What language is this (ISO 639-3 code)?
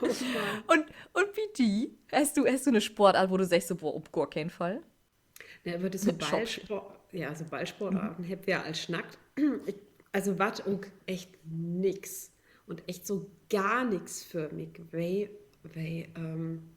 nds